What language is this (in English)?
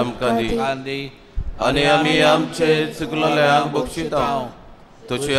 Konkani